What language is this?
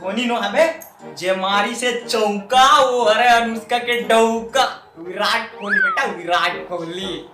Chhattisgarhi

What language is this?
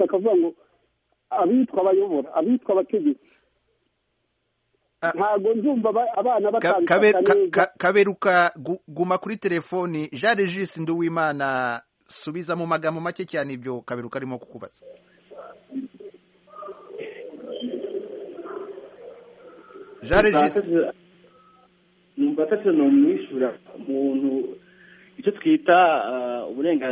Kinyarwanda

